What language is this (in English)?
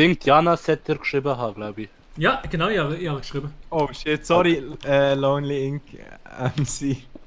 Swiss German